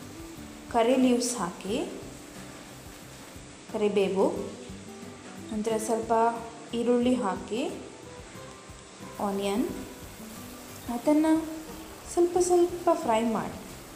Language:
Kannada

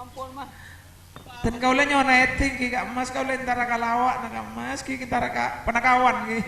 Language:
Madurese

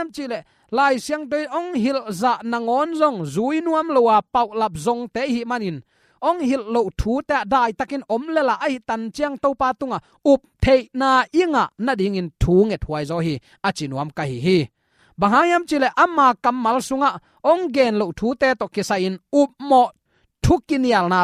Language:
Tedim Chin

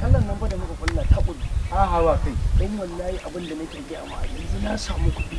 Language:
Hausa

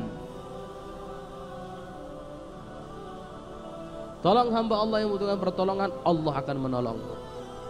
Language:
Indonesian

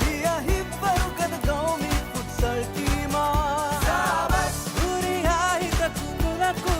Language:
Divehi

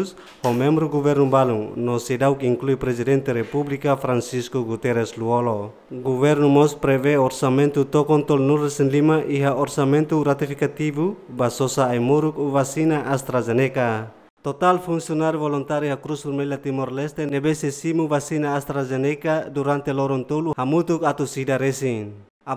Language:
Tetum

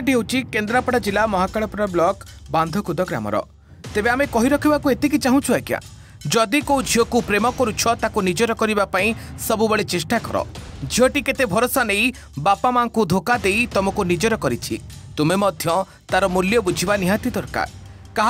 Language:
Odia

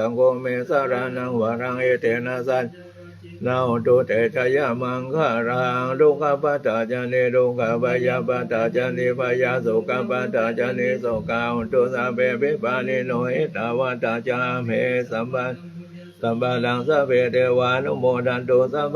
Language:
Pali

